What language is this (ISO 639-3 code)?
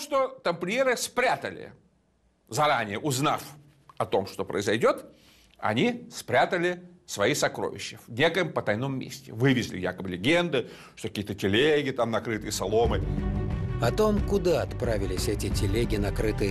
rus